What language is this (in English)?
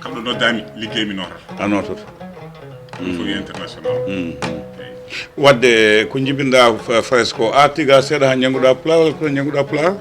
Fula